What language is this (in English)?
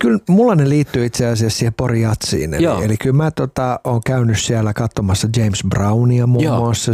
Finnish